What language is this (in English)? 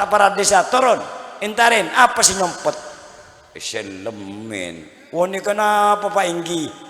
Madurese